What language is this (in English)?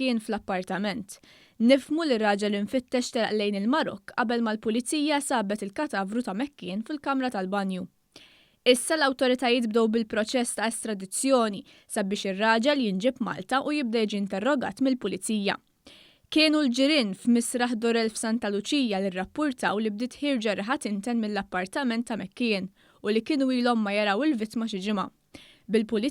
Maltese